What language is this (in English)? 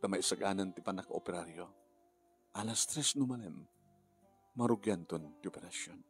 Iloko